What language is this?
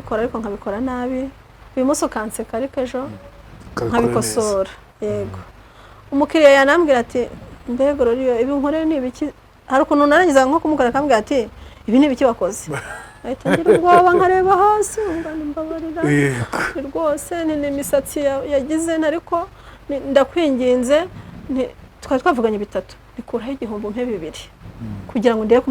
Kinyarwanda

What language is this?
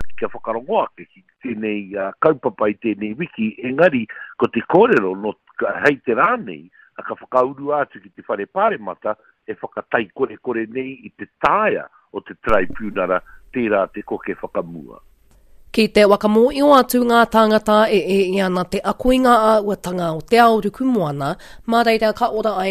Māori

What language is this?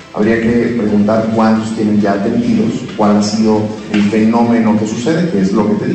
Spanish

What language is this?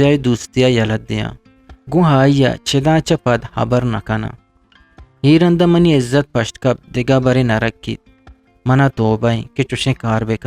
Eastern Balochi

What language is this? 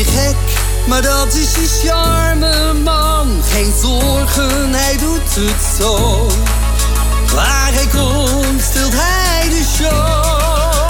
Dutch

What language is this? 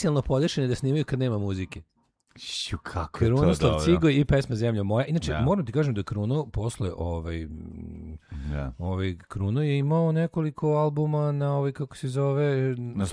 Serbian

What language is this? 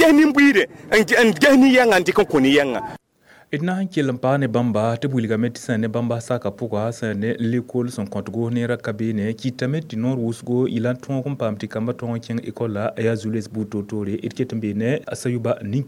Mossi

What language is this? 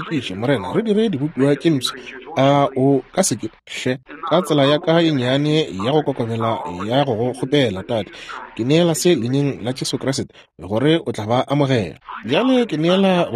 Northern Sotho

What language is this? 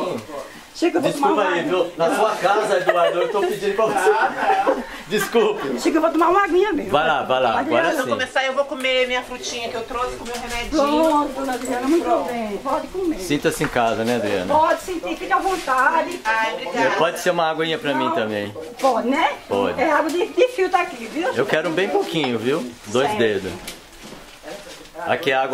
Portuguese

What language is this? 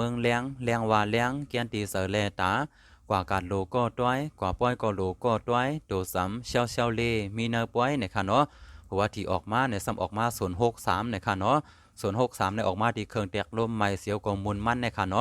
Shan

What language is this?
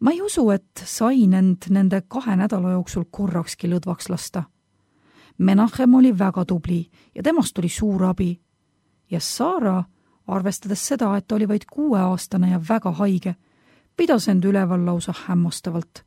Estonian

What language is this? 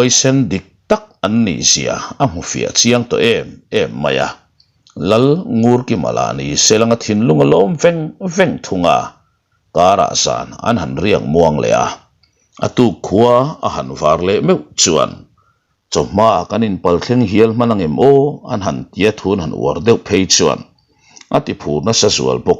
Mizo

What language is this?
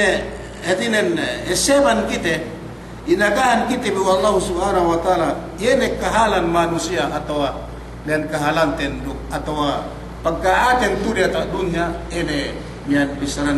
Yakan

